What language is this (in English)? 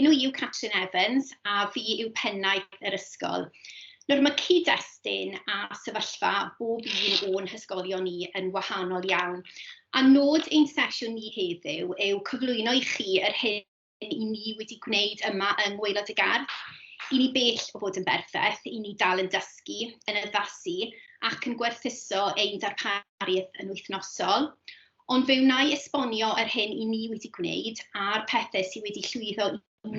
Welsh